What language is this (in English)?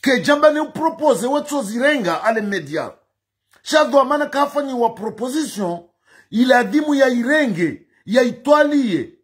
Ngazidja Comorian